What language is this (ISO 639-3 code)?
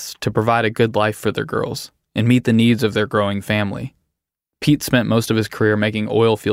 eng